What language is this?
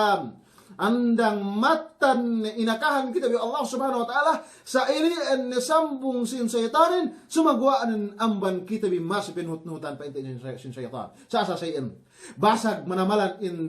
Yakan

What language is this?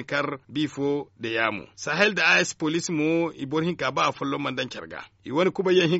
Zarma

